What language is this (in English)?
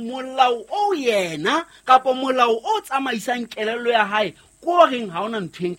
Southern Sotho